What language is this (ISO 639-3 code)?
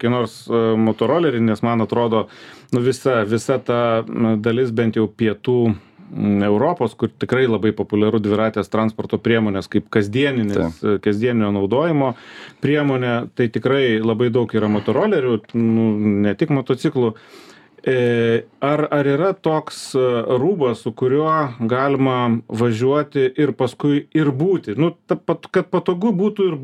lit